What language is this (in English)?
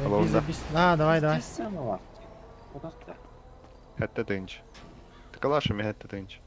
Yakut